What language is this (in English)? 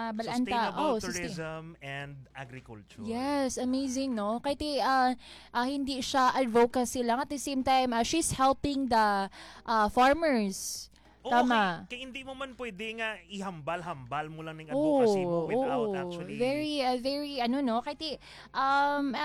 Filipino